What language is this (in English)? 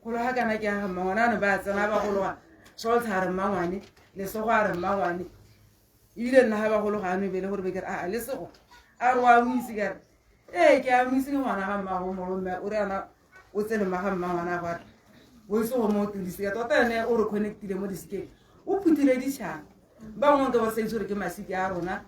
Tswana